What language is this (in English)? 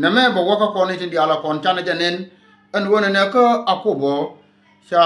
Nuer